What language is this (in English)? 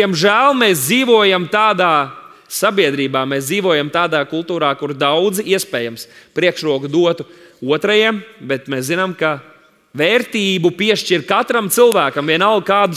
Latvian